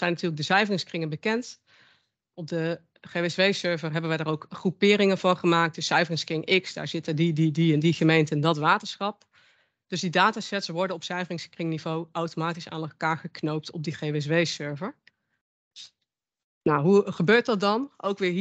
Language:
Dutch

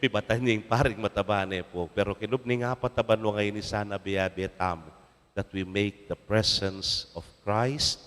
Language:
Pampanga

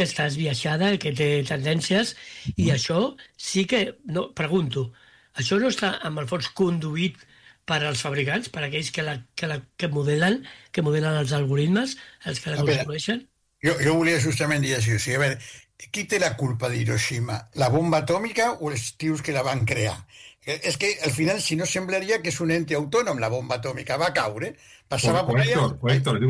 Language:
Catalan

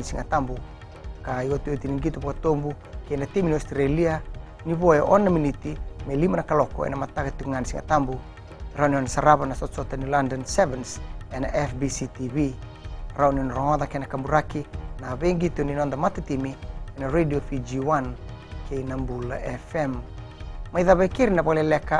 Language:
Fijian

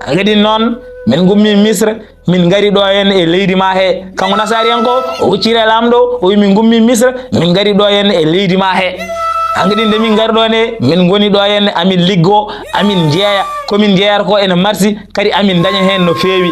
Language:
Fula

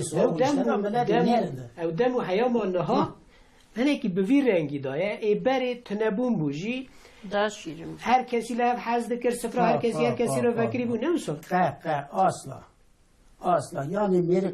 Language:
Kurdish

